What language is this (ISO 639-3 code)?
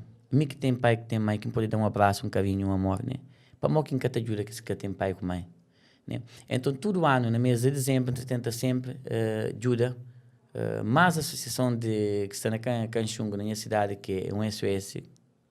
kea